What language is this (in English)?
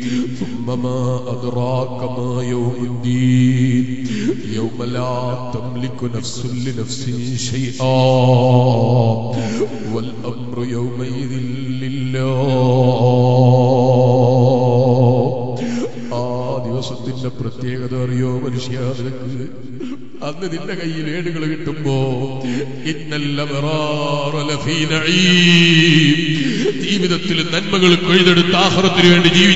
Malayalam